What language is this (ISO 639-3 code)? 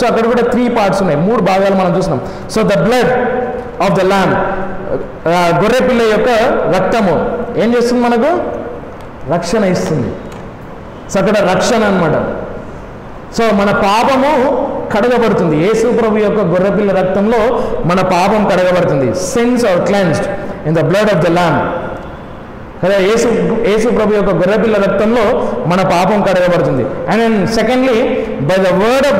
tel